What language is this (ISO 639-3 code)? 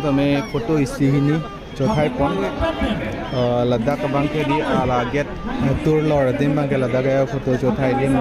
mjw